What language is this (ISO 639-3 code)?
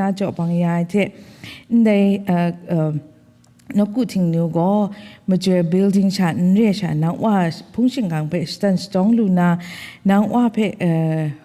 kac